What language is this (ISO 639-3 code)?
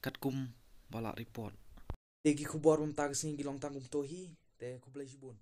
kha